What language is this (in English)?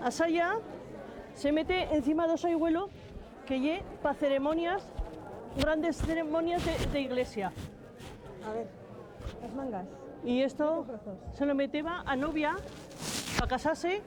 Aragonese